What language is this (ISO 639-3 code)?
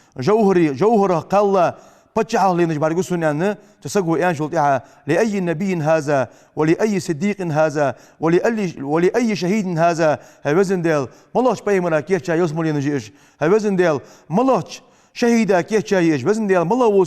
inh